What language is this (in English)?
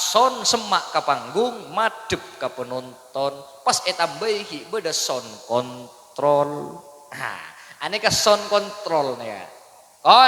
Madurese